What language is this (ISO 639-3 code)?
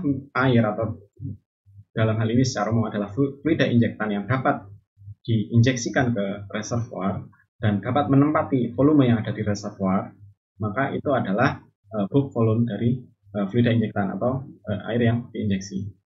ind